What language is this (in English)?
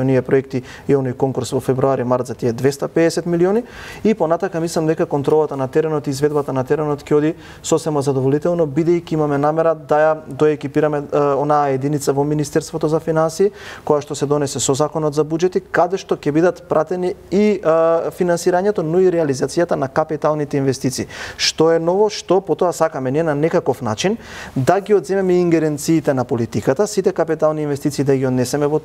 Macedonian